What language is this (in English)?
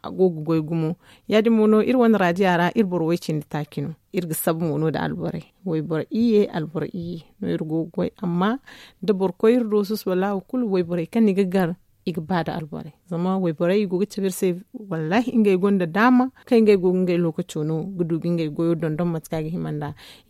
Zarma